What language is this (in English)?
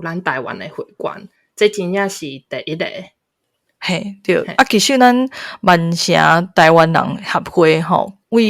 Min Nan Chinese